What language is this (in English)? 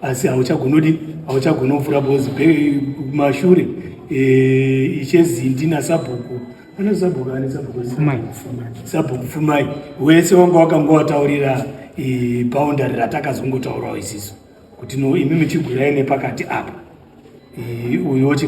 Shona